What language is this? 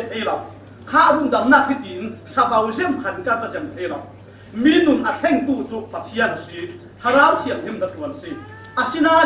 Falam Chin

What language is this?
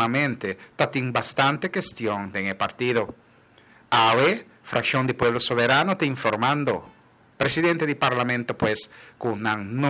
Papiamento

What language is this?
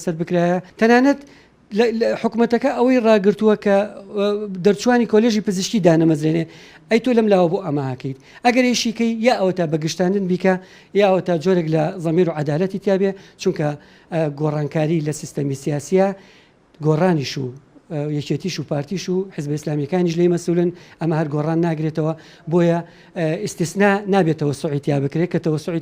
Central Kurdish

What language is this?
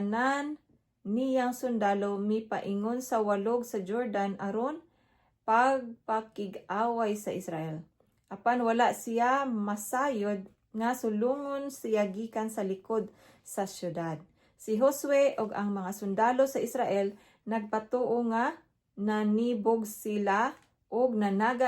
Cebuano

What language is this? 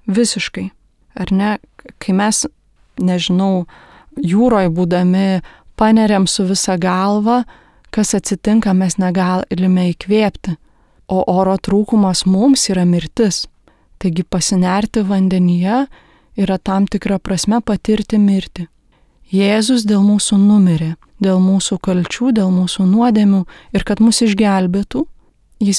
Lithuanian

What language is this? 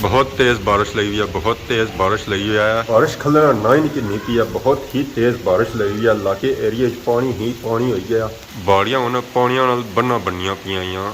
Pahari-Potwari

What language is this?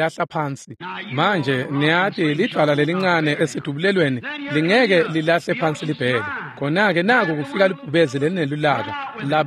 Swati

